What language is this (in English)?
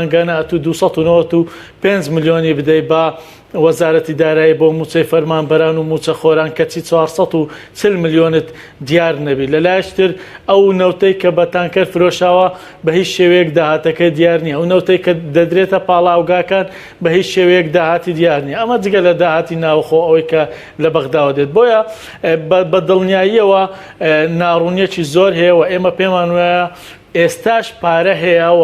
Central Kurdish